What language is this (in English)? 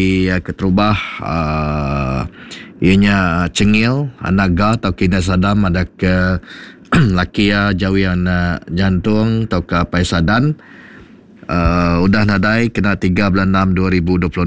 Iban